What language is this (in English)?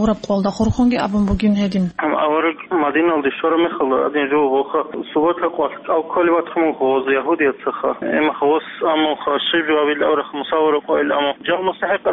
Avaric